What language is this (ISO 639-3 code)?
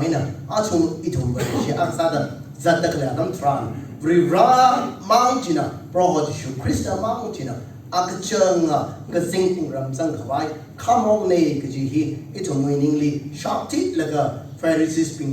nmf